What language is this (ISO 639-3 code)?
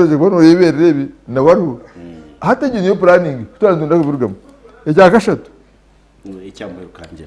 nyn